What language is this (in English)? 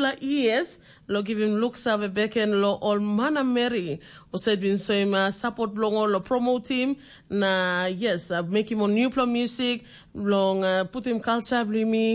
Tok Pisin